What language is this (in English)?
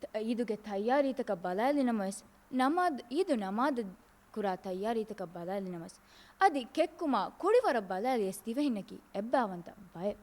Divehi